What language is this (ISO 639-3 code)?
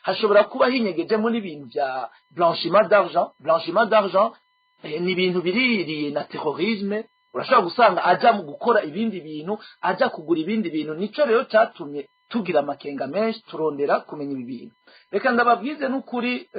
run